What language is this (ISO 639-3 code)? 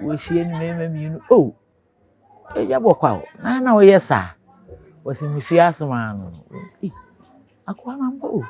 aka